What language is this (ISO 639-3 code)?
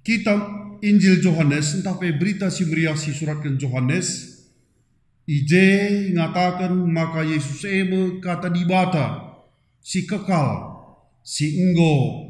btx